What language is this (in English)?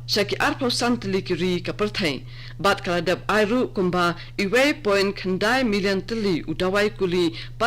Khasi